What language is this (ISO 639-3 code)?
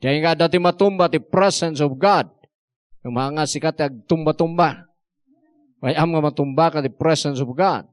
ilo